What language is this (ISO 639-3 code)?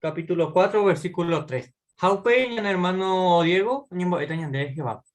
grn